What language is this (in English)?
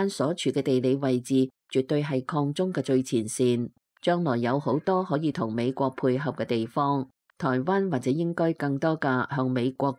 Cantonese